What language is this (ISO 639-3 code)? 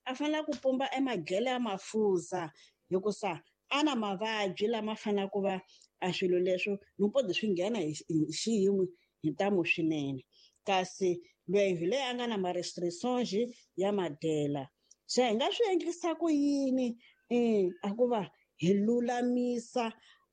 tso